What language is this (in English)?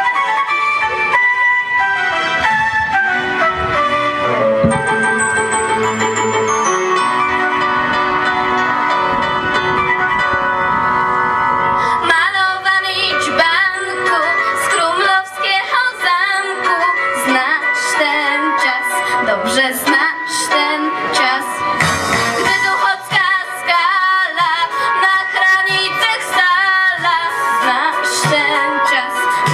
Polish